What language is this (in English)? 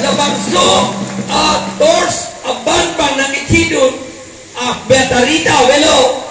Karbi